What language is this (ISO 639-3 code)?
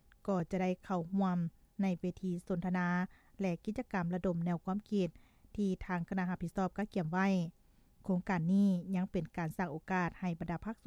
lao